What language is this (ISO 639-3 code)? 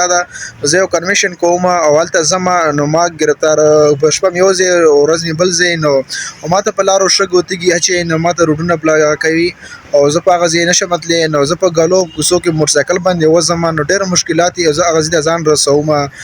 pus